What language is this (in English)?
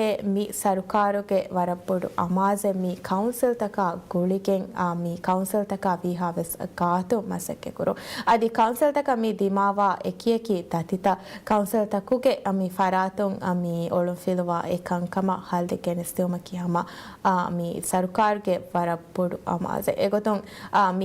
Divehi